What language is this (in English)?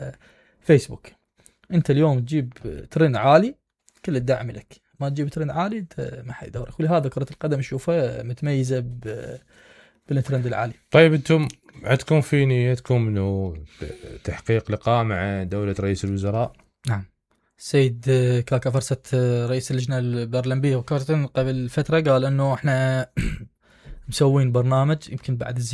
Mesopotamian Arabic